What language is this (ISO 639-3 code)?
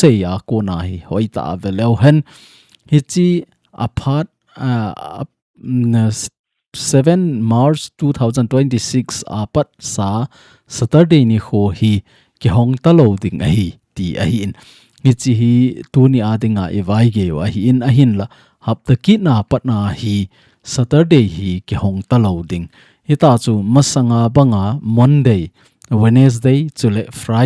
tcz